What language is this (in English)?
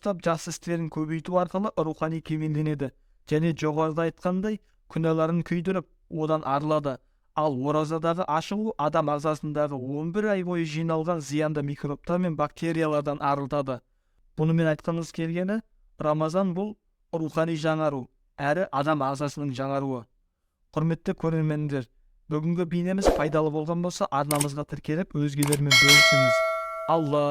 Kazakh